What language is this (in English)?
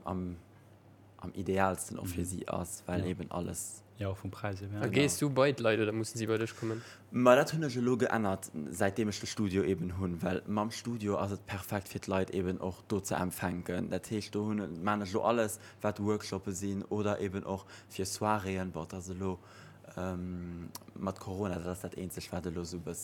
Luxembourgish